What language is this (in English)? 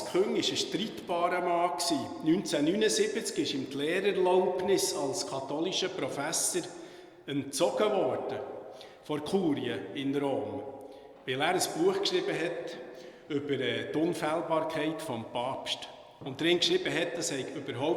Swiss German